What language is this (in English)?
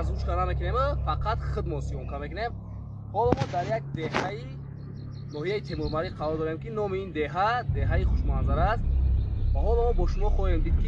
Tajik